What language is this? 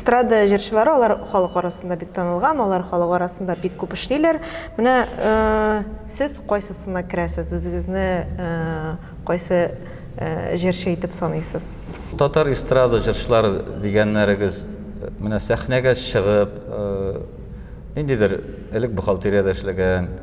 Tatar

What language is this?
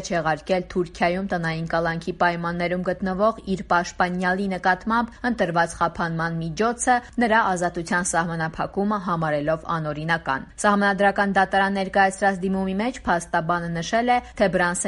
Armenian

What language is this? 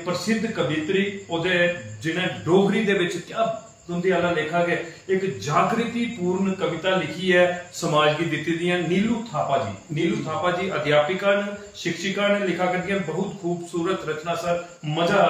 Dogri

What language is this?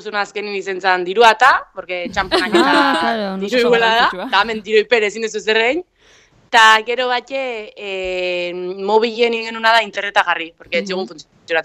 Basque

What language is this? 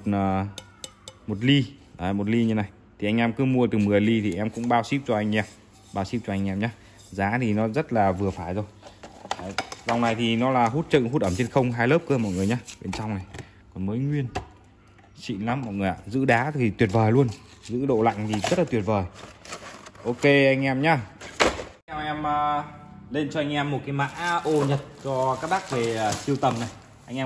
Vietnamese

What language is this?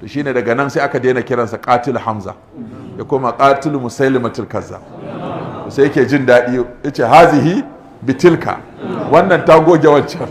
Hausa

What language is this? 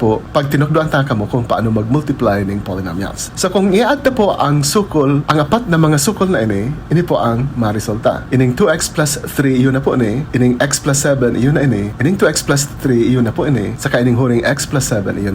Bikol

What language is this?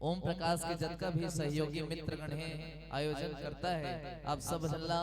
Chhattisgarhi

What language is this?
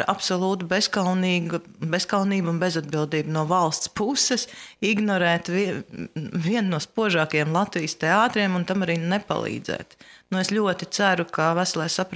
Latvian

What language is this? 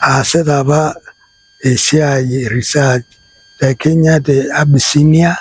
Masai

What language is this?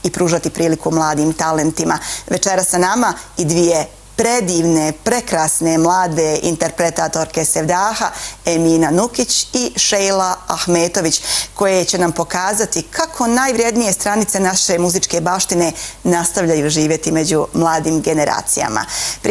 Bosnian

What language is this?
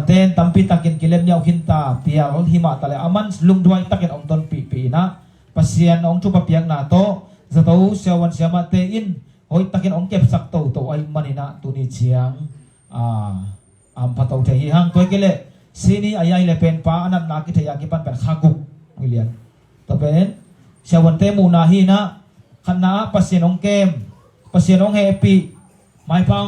Tedim Chin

